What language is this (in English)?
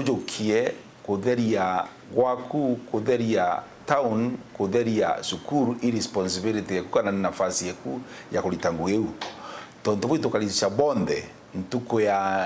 Meru